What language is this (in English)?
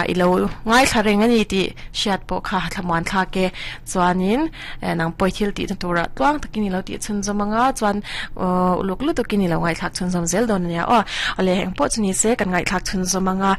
Mizo